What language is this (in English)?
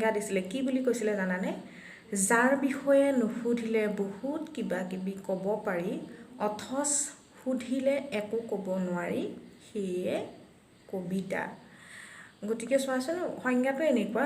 Assamese